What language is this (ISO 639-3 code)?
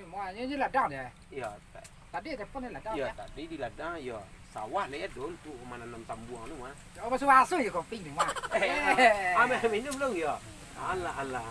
min